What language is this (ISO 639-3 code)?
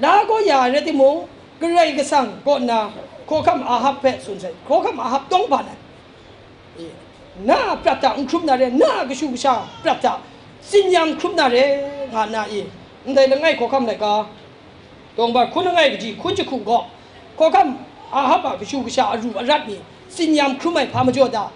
kac